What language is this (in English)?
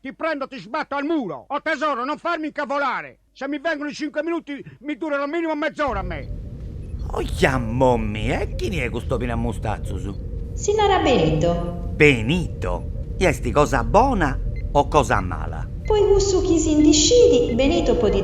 Sardinian